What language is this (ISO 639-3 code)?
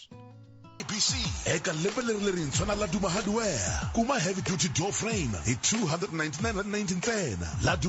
tso